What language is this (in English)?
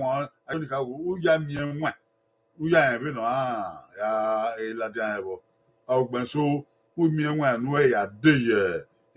Bini